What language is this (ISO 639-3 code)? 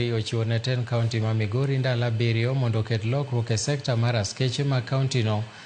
luo